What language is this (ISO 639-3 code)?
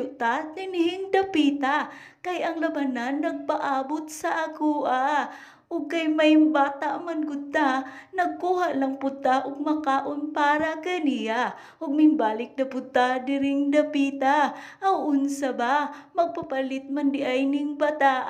ceb